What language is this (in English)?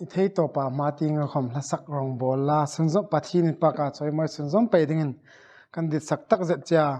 Hmar